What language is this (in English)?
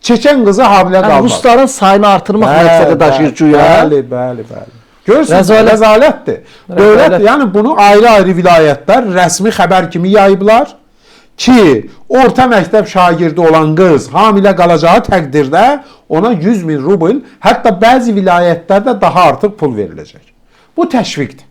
Azerbaijani